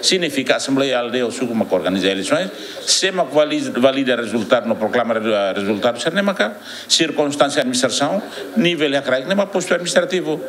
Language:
Tetum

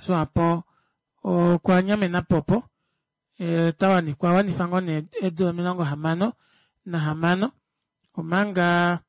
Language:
Kuanyama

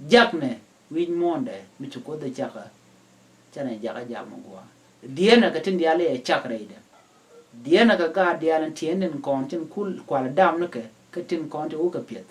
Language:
Nuer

